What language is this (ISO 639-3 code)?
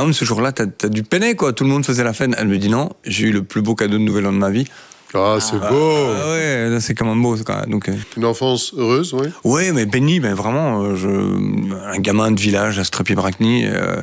fra